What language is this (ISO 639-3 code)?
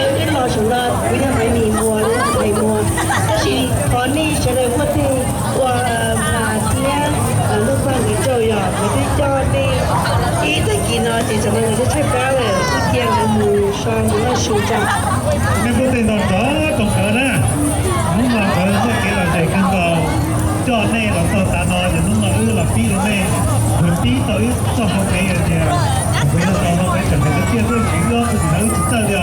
hmn